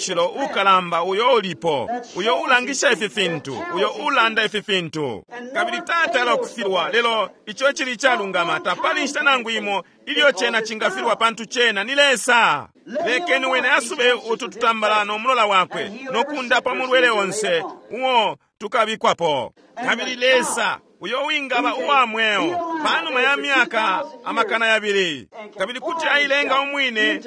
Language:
Bemba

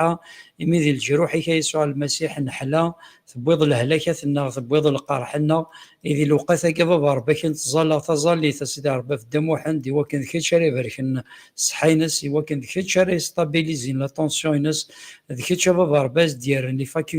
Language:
Kabyle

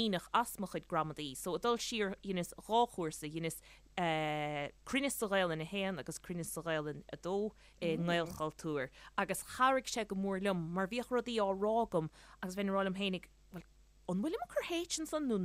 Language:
Irish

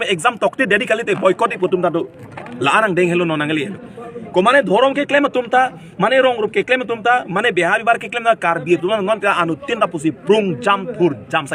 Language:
Karbi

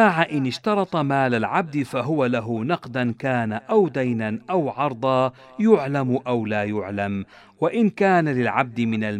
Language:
Arabic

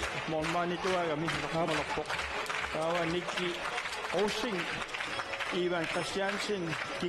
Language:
Kalaallisut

